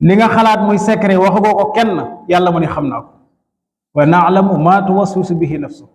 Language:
Wolof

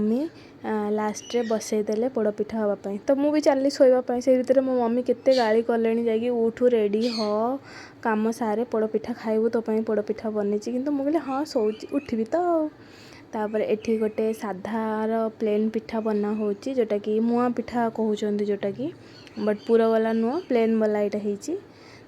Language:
Odia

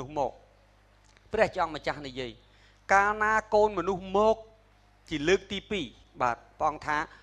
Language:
Khmer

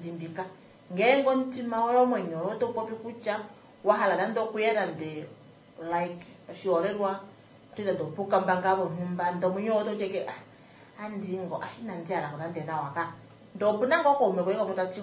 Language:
Kuanyama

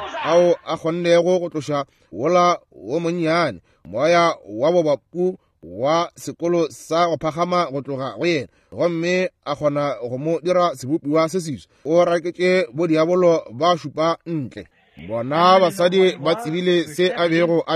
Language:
Northern Sotho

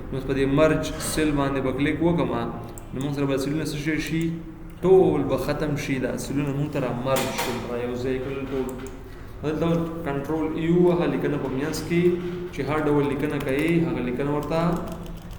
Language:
Pashto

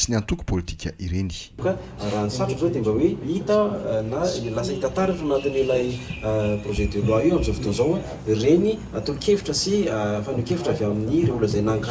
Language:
Malagasy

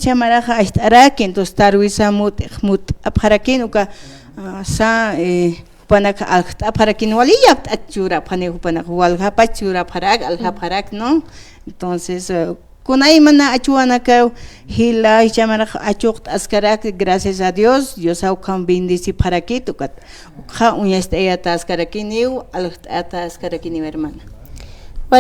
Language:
Aymara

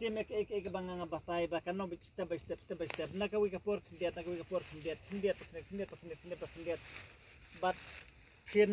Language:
Khasi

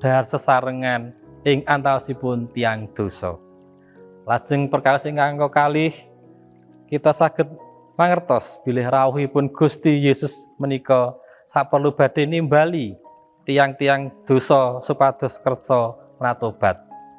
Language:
Javanese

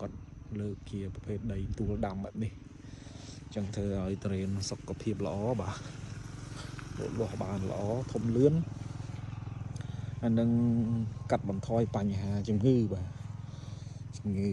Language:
Khmer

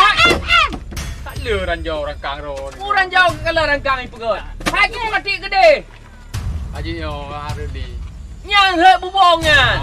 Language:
Achinese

